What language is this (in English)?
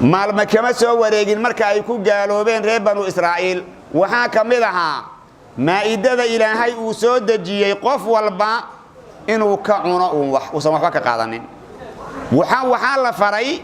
Somali